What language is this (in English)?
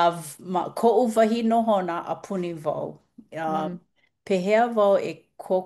Hawaiian